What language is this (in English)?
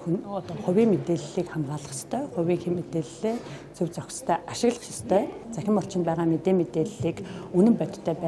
Mongolian